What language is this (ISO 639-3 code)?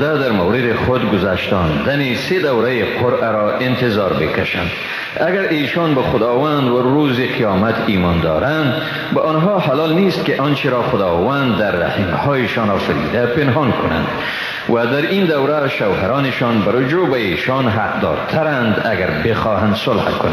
fas